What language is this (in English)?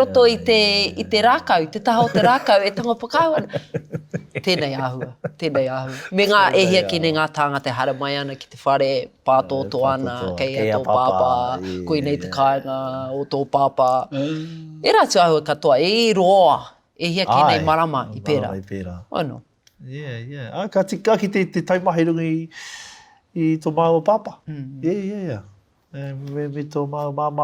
Māori